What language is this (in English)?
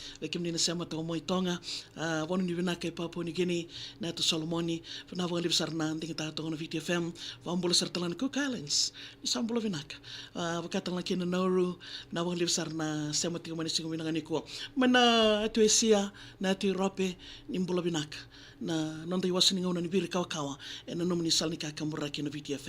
Fijian